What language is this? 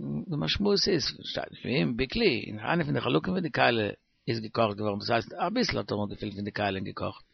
Yiddish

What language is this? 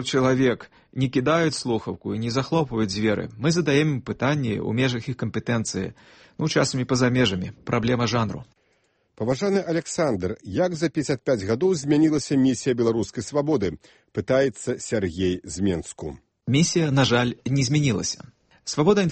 Belarusian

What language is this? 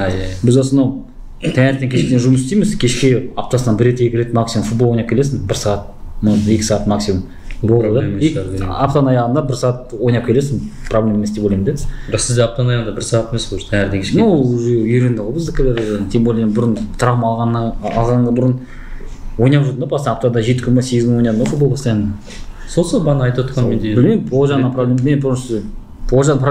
Kazakh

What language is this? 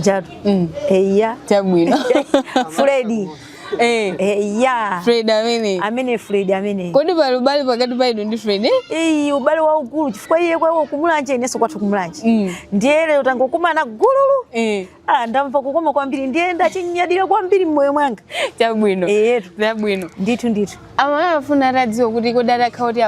Nyanja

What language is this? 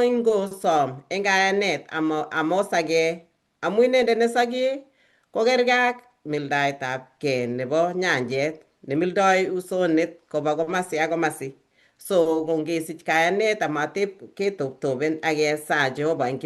Kalenjin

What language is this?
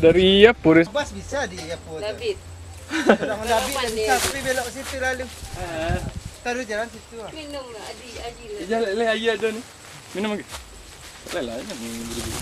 Minangkabau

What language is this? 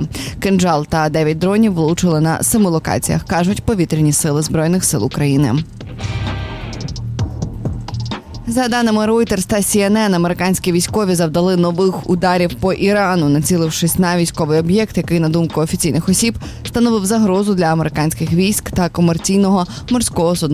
Ukrainian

